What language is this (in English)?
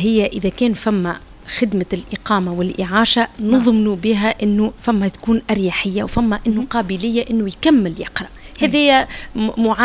Tunisian Arabic